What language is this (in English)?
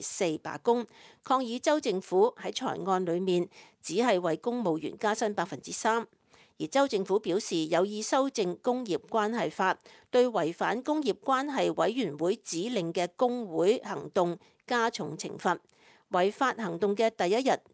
Cantonese